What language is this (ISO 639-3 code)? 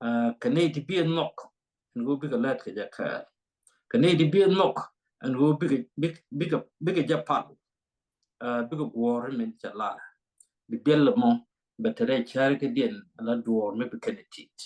nus